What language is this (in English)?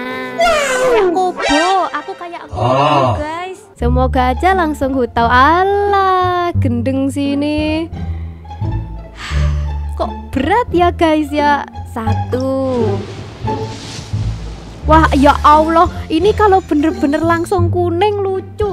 Indonesian